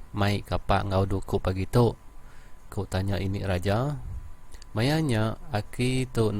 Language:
Iban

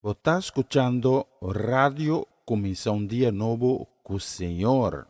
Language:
Papiamento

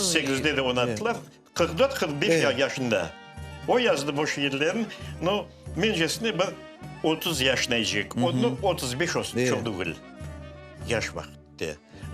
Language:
Crimean Tatar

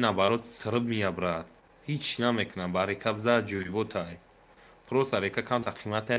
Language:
Tajik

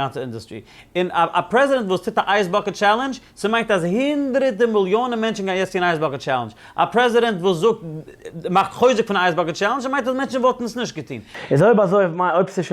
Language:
Yiddish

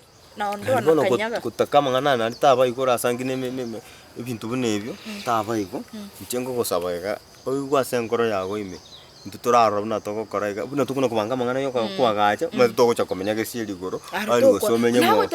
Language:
Gusii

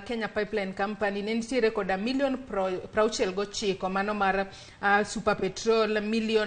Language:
Luo (Kenya and Tanzania)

